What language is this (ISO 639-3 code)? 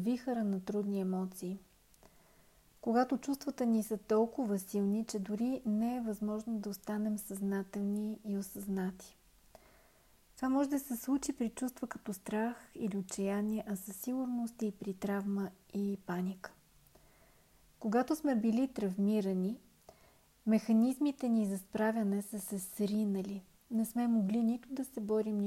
bul